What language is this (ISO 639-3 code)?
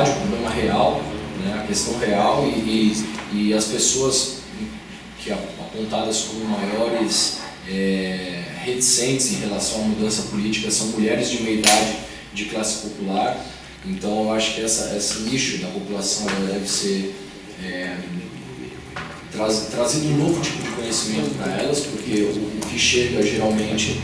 por